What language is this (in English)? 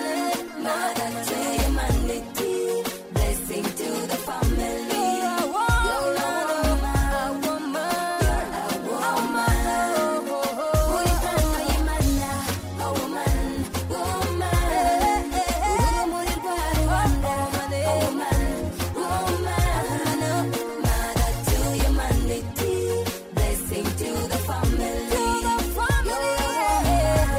Kinyarwanda